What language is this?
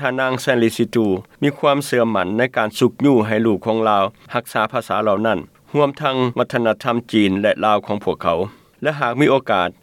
Lao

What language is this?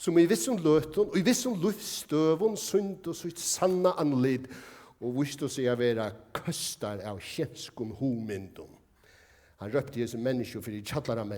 Faroese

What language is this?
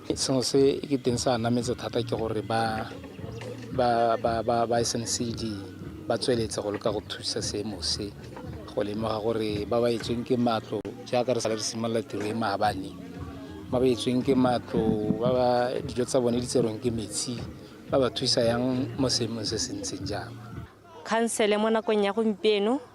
Tswana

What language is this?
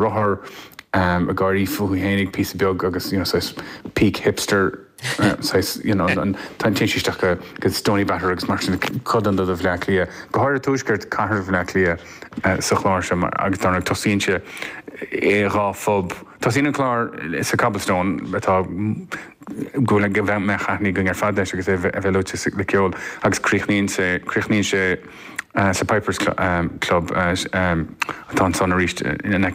Irish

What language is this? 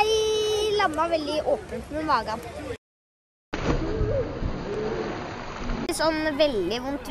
Norwegian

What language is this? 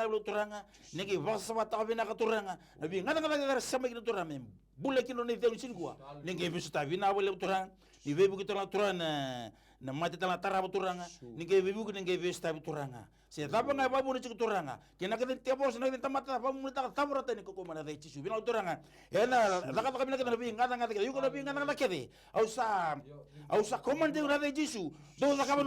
Fijian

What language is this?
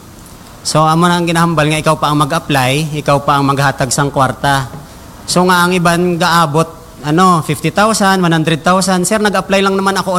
Hiligaynon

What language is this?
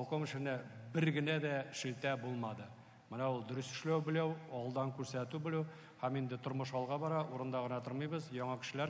Tatar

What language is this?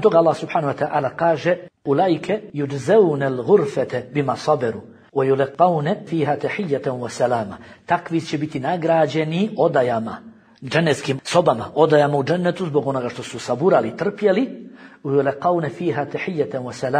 Bosnian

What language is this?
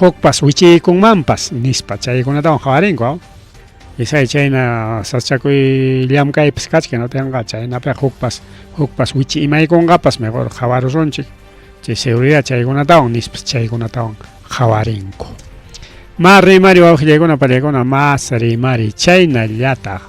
Ayacucho Quechua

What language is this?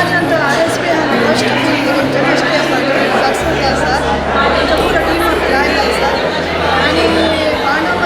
Konkani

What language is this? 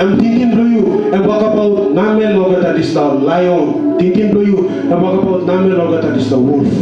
Tok Pisin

